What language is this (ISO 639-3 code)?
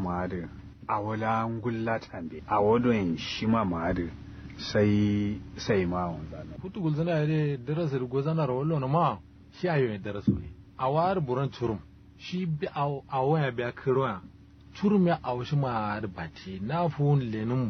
kau